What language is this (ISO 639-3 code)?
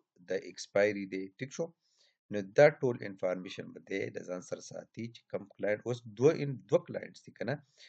pus